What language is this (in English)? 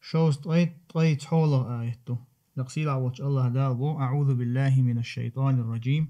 Chechen